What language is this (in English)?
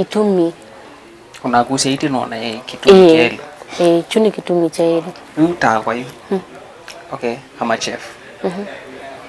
Kamba